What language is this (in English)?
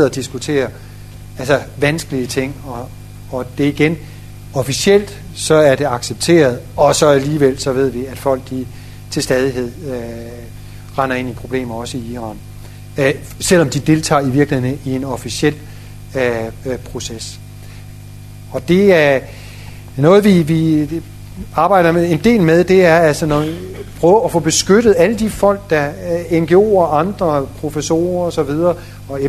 Danish